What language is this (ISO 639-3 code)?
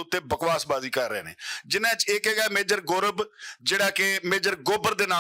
lah